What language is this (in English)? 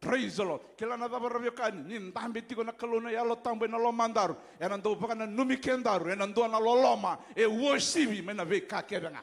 Fijian